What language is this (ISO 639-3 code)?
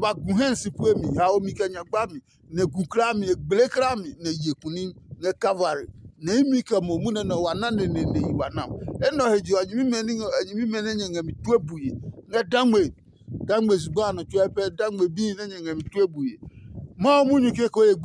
ada